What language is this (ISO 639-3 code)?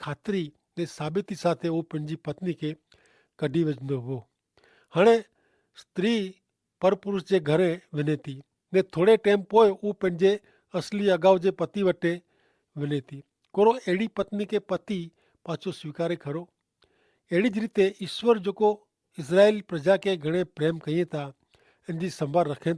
kfr